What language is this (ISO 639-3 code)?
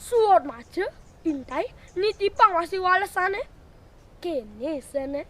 ban